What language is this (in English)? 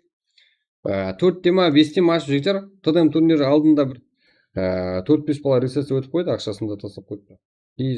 Kara-Kalpak